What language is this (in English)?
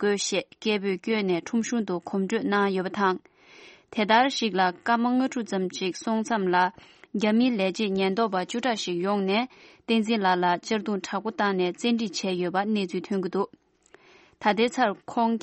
Tibetan